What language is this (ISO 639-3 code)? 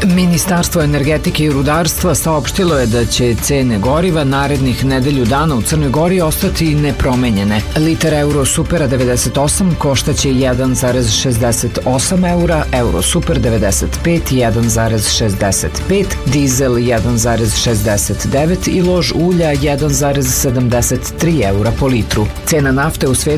srp